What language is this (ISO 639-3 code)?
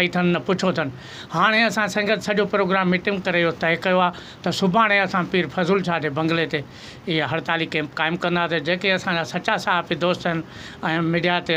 snd